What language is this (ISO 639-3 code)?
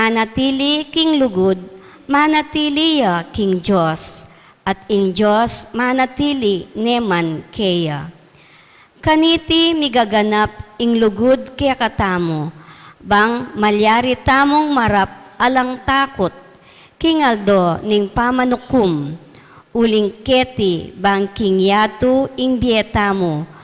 pam